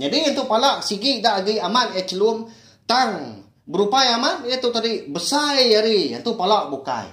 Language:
Iban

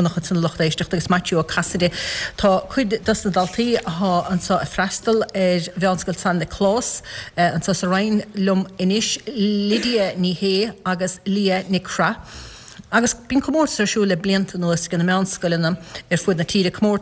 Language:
Irish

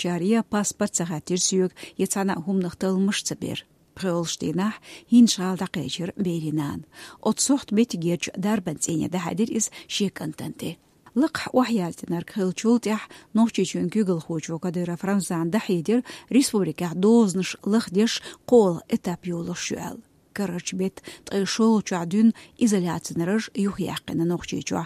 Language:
Chechen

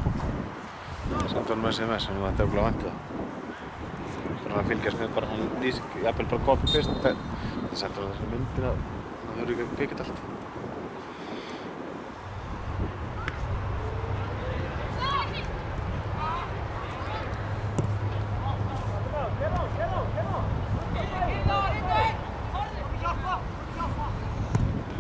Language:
Icelandic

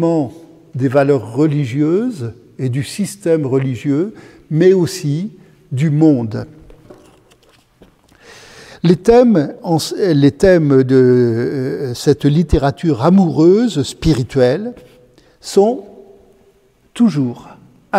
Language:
French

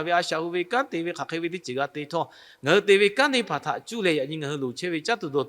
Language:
Lahu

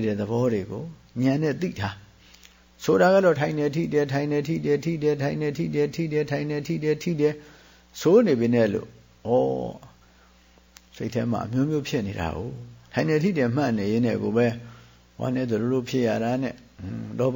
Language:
Burmese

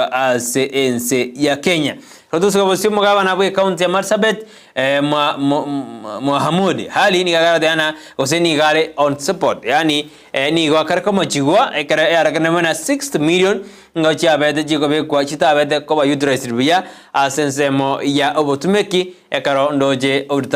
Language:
Gusii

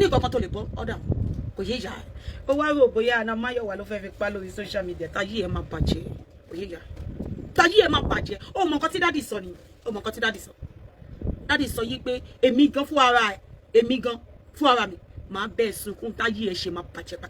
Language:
Yoruba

